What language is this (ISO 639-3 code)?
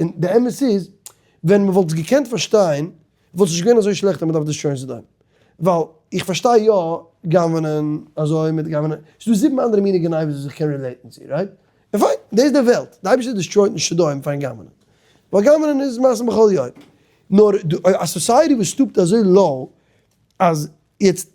yid